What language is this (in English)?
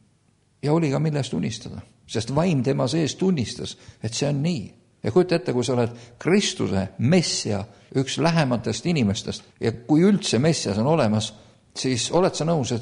Estonian